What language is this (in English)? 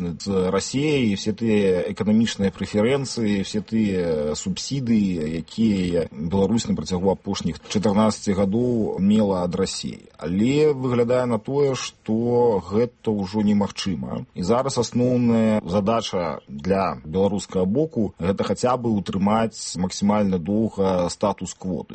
Belarusian